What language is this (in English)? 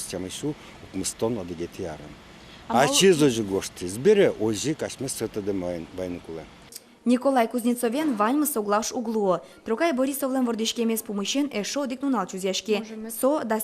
Udmurt